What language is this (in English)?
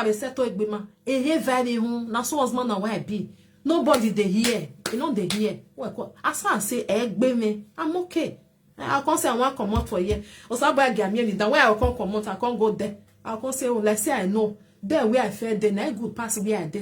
Nigerian Pidgin